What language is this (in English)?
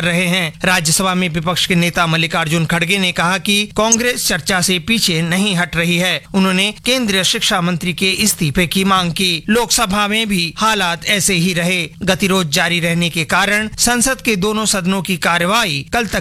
Hindi